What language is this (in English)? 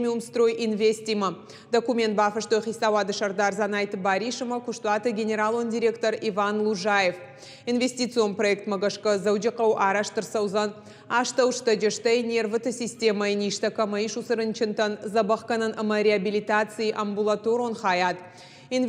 Ossetic